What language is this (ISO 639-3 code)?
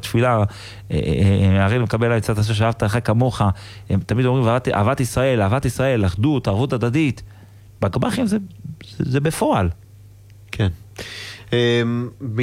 heb